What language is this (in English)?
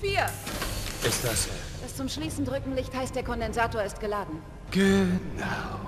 Bavarian